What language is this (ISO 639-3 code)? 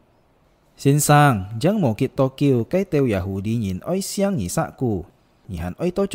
hak